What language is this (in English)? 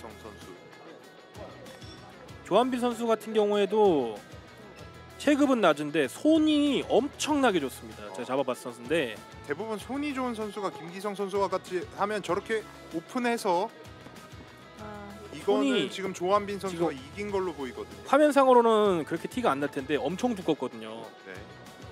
Korean